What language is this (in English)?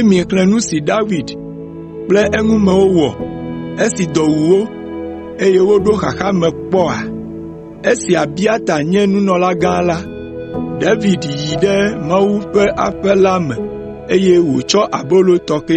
Ewe